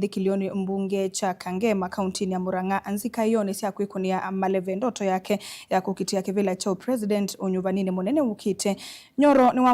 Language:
Kamba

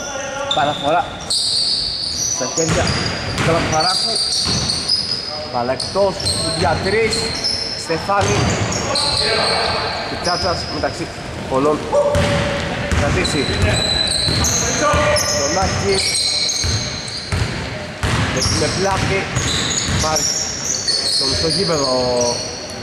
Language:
Greek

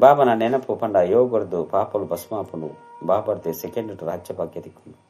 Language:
Tulu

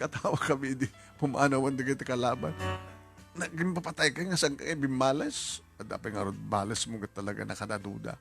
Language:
Iloko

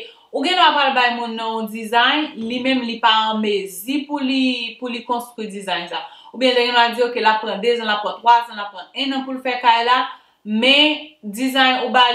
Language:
Haitian Creole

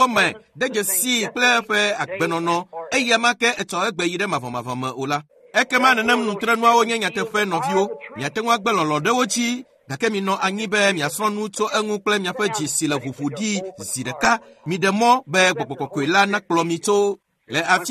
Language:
Ewe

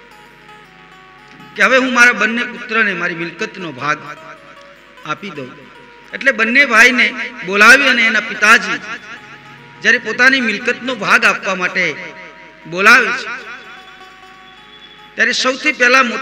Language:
Gujarati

